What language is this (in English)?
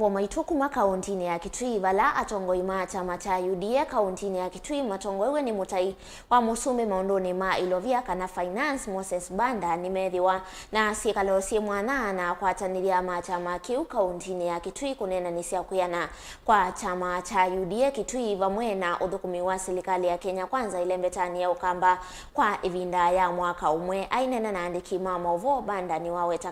Kamba